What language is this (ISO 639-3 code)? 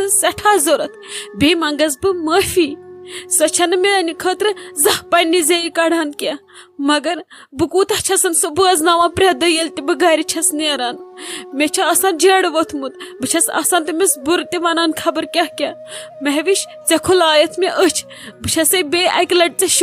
kas